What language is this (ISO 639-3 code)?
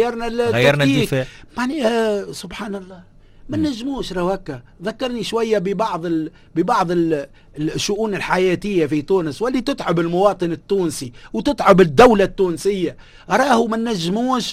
aeb